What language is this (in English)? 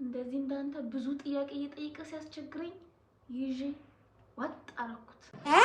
Amharic